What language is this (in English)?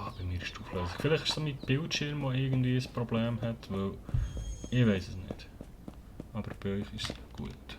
Swiss German